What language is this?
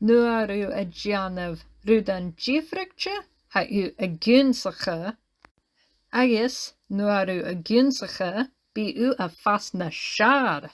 Scottish Gaelic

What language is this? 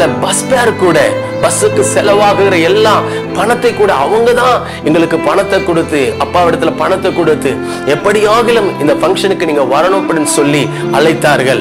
Tamil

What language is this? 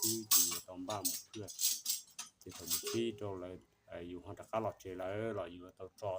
Hmong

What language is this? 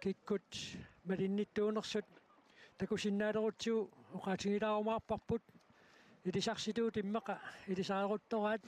Kalaallisut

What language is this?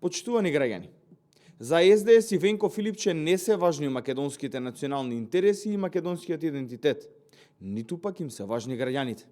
Macedonian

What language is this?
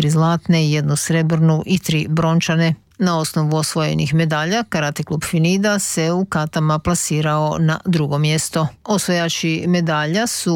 Croatian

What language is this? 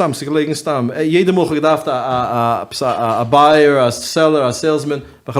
Yiddish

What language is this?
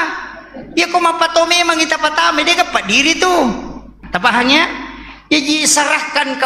Buginese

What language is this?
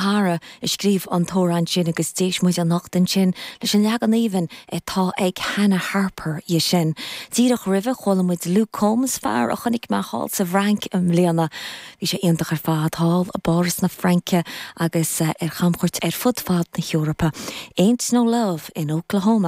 Irish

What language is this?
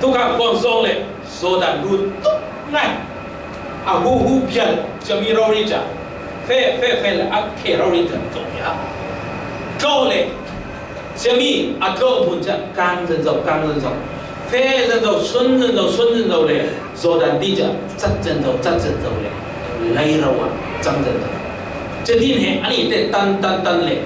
Falam Chin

